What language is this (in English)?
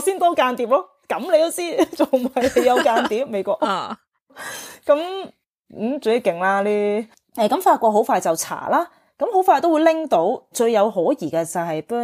Cantonese